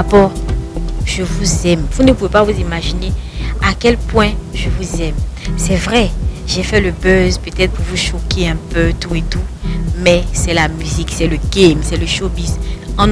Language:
French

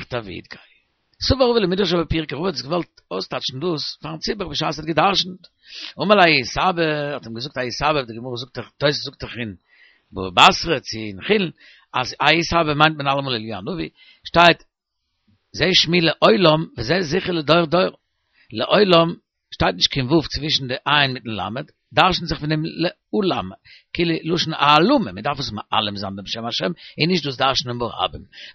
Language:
Yiddish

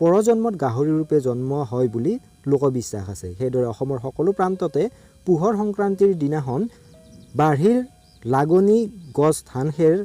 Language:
Assamese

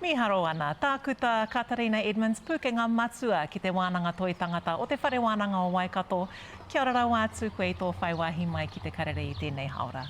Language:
Māori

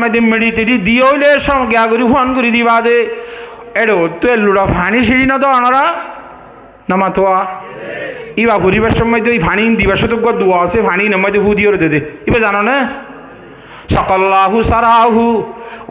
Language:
Rohingya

